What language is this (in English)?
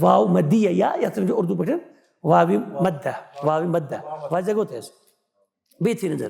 Kashmiri